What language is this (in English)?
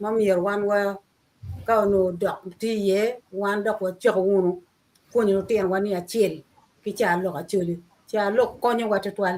Acoli